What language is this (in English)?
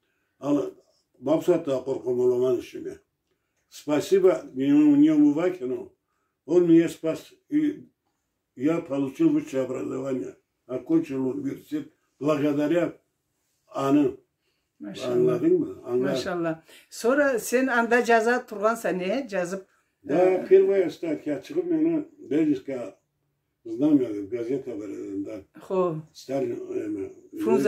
Karachay-Balkar